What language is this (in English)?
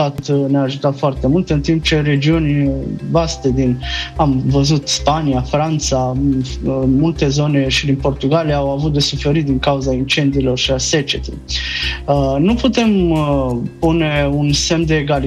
Romanian